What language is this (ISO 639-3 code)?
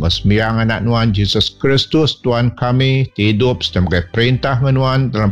iba